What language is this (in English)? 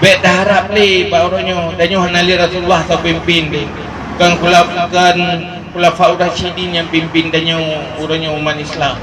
Achinese